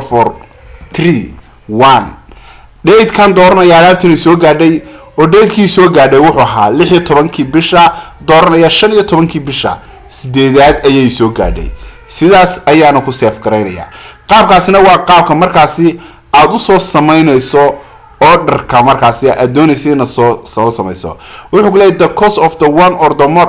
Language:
Somali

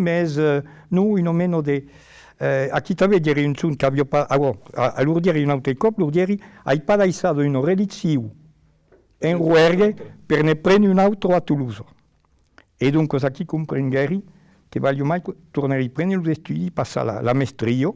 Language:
Occitan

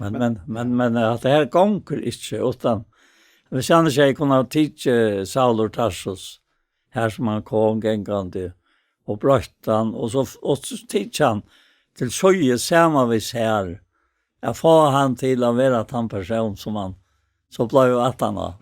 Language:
Faroese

